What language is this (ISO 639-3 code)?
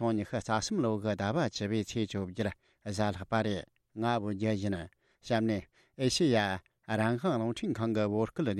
bod